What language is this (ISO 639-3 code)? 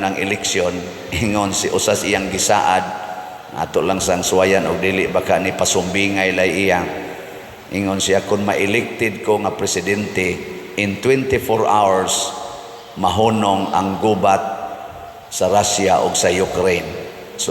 ceb